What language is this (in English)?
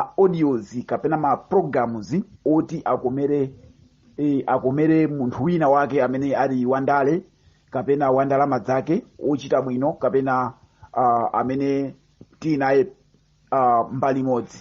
Nyanja